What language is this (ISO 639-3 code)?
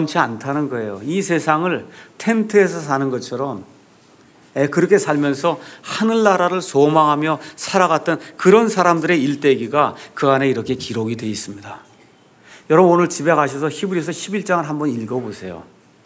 kor